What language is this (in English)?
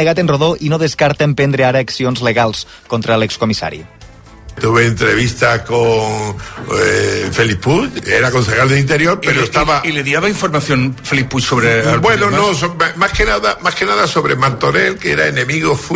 Catalan